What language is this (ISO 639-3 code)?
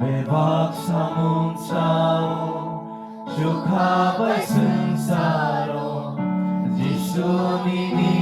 trp